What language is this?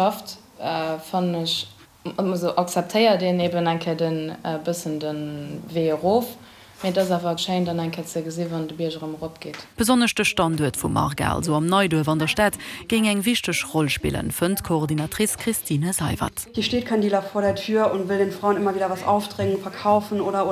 Luxembourgish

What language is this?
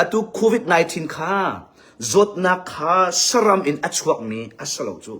Hakha Chin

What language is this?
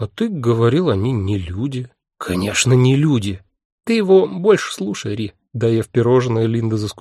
Russian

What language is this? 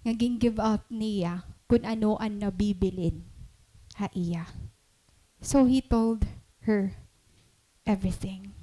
Waray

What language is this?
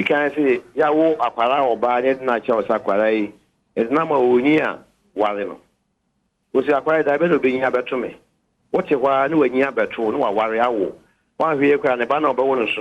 Akan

